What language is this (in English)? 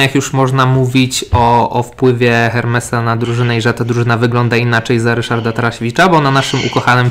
Polish